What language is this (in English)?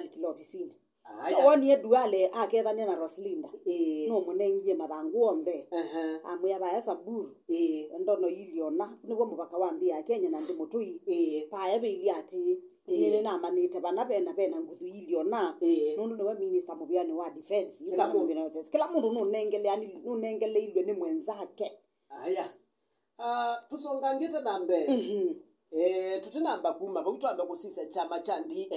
Kamba